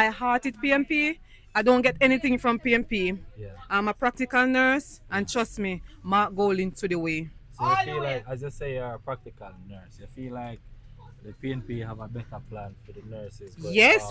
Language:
Jamaican Creole English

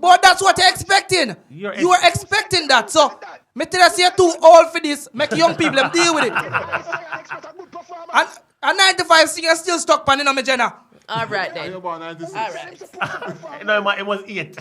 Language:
Jamaican Creole English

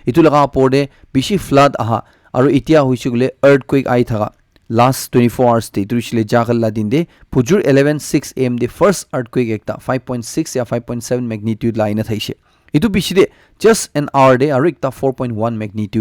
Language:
Naga Pidgin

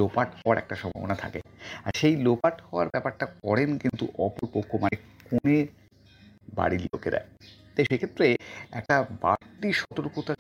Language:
Bangla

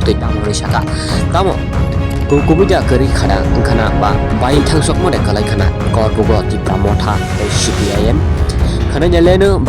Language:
Kok Borok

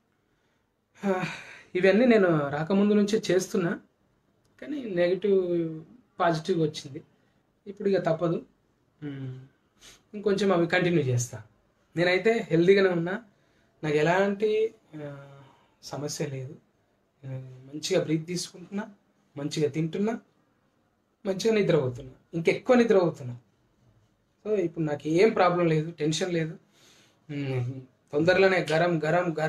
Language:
Telugu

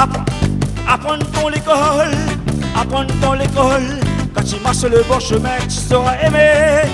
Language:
Réunion Creole French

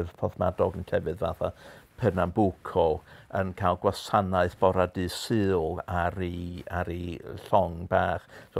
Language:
Welsh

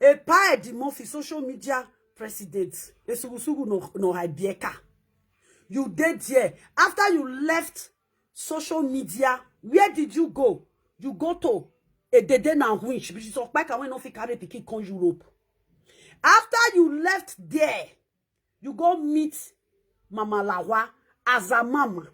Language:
Nigerian Pidgin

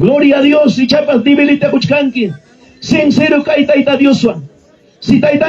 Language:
Ayacucho Quechua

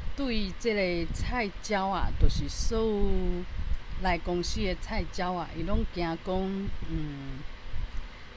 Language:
Min Nan Chinese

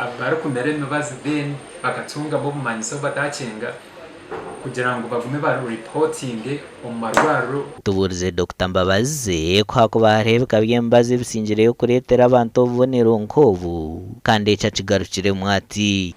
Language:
Nyankole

